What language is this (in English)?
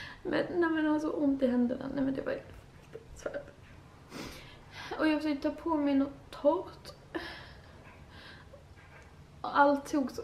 Swedish